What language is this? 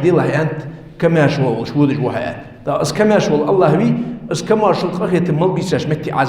Ingush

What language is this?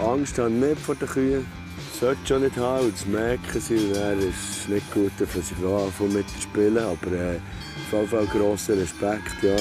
Swiss German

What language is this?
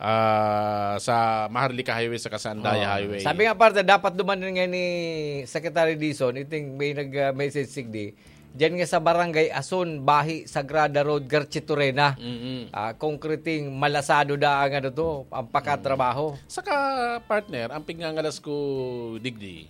Bikol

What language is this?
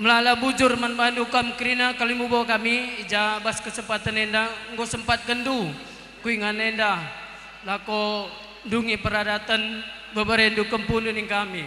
Batak Karo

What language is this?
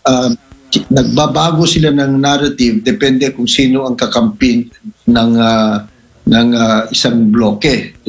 Filipino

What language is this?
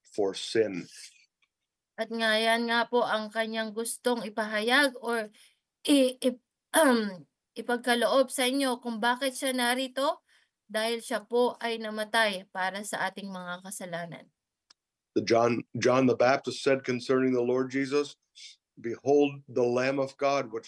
Filipino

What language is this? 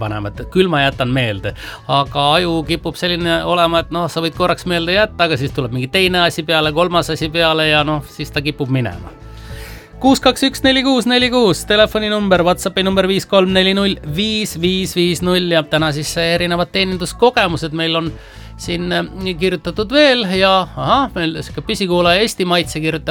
Estonian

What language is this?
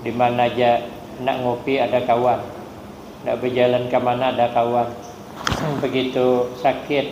Banjar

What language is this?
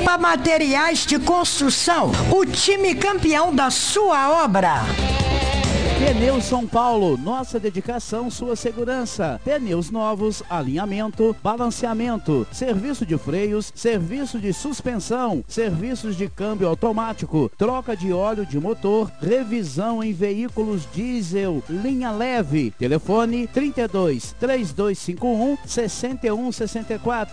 Portuguese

